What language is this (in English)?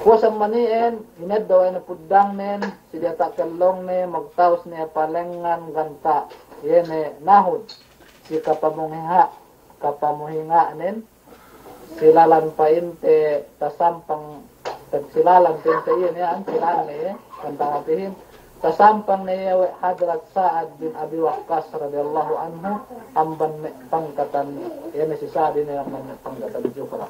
Yakan